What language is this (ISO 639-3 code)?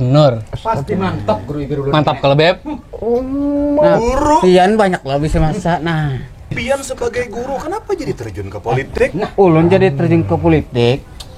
bjn